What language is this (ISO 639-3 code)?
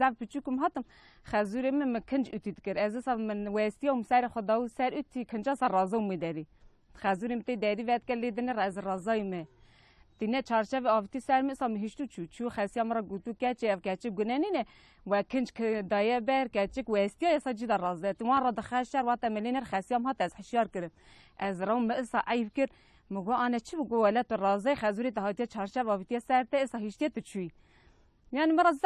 kur